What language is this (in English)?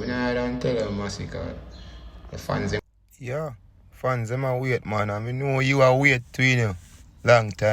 Jamaican Creole English